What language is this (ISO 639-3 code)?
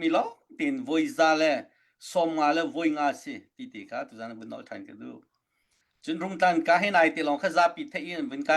cnh